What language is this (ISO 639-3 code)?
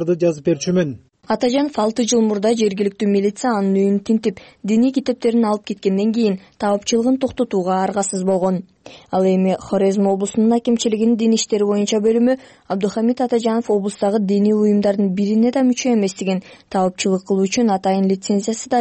kir